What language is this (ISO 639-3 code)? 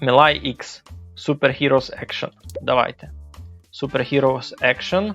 rue